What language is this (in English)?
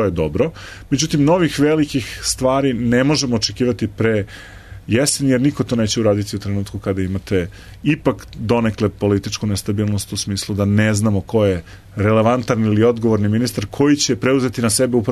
Serbian